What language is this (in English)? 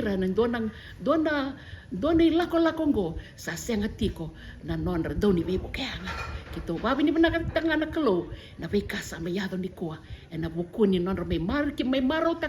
Fijian